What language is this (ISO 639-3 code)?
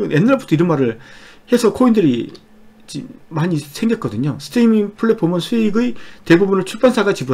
kor